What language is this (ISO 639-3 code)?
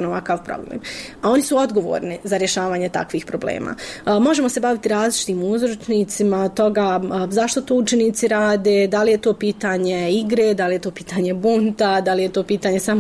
bos